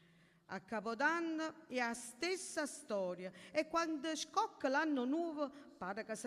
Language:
Neapolitan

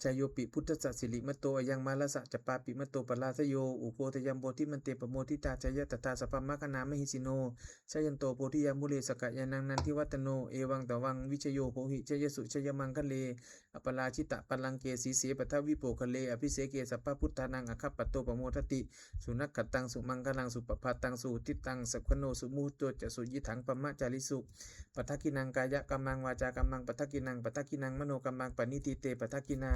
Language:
Pali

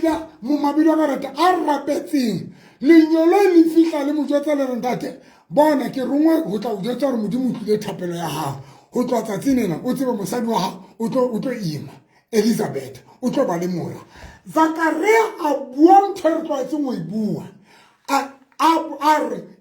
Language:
Southern Sotho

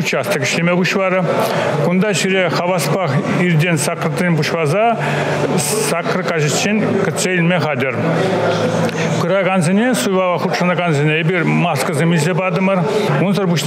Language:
Chuvash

